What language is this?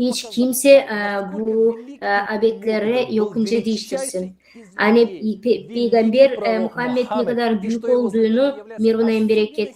Gagauz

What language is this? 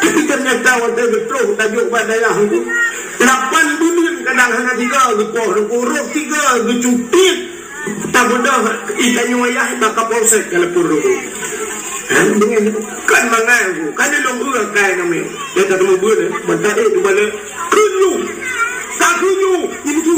Achinese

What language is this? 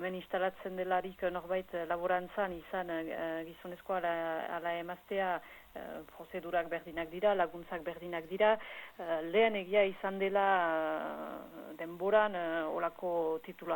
Basque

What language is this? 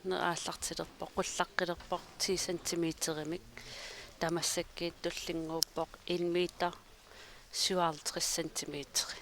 Kalaallisut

